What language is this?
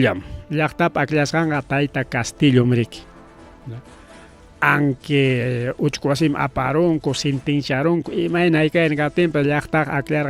Ayacucho Quechua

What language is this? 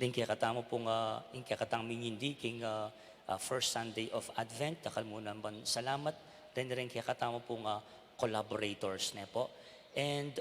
Pampanga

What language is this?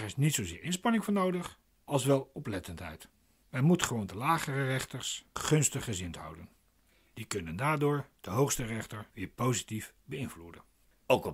Dutch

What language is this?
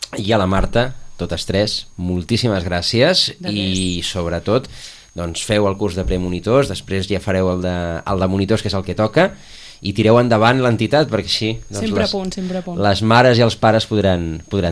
Catalan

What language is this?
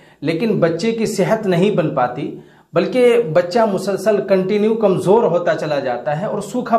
Urdu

